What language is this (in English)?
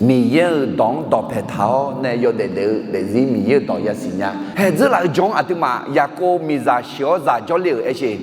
Akha